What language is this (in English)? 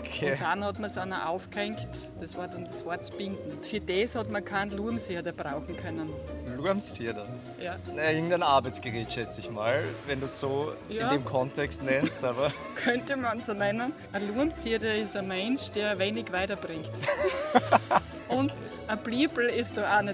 Bavarian